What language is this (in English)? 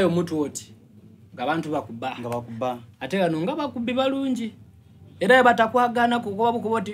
Soga